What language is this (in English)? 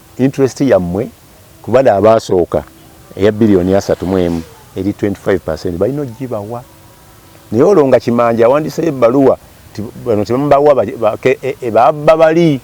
Ganda